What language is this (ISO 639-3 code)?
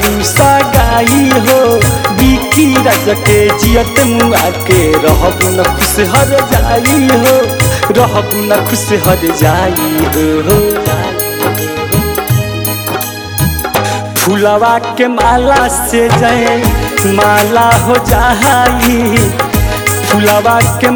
bho